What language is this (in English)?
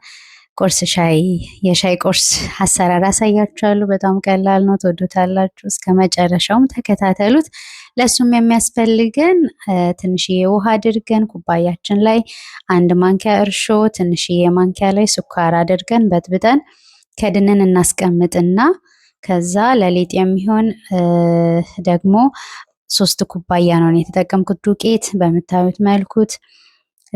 Amharic